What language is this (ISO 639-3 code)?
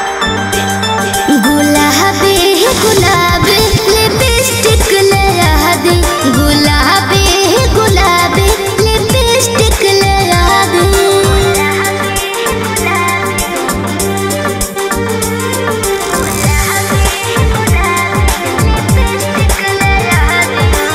bho